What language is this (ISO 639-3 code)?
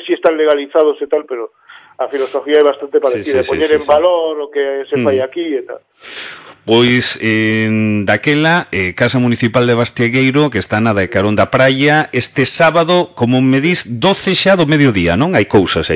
glg